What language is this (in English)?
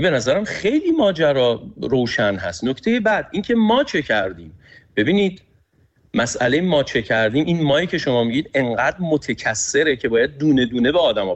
Persian